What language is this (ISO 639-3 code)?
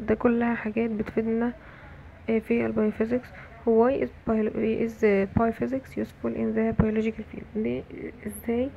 arz